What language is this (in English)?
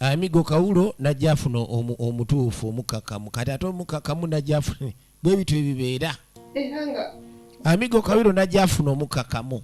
Ganda